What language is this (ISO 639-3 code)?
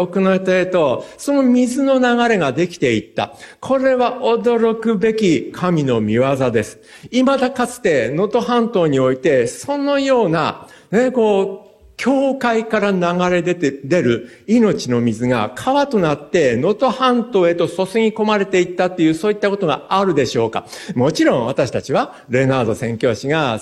jpn